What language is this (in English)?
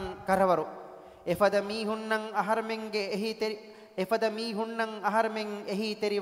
Divehi